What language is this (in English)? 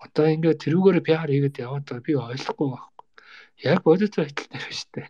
Mongolian